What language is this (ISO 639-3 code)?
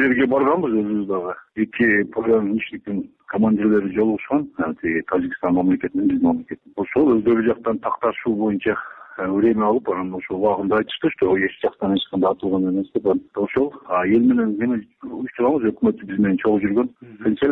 kir